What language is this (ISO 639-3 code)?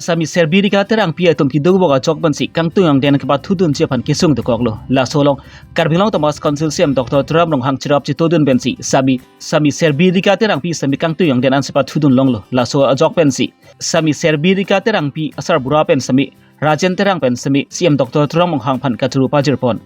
mjw